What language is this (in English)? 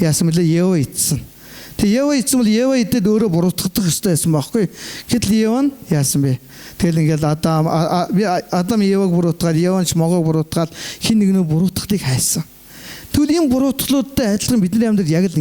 Mongolian